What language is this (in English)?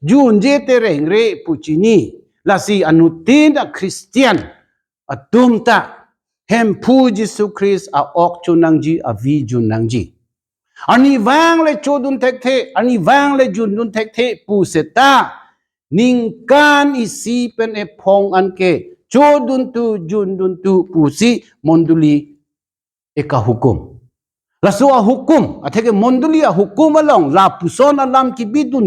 Karbi